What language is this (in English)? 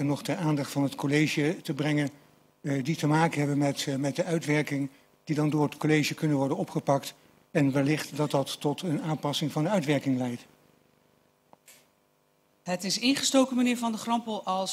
Dutch